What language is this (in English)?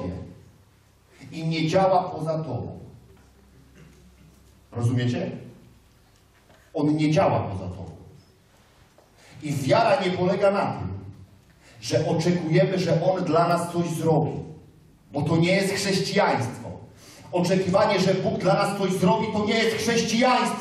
Polish